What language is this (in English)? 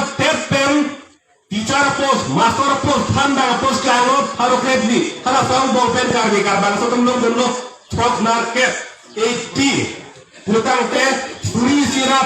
Karbi